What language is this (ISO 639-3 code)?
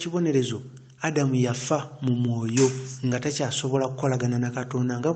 lug